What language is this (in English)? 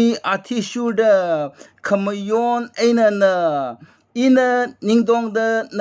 Tangkhul Naga (India)